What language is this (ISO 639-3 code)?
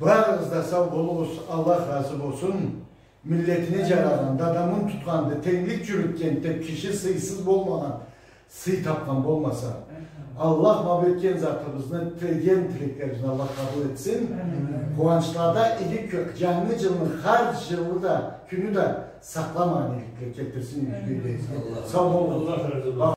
krc